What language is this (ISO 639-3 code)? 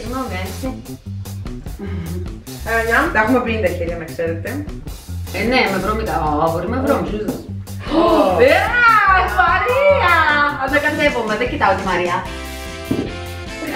ell